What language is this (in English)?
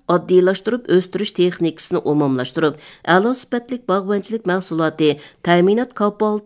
Uyghur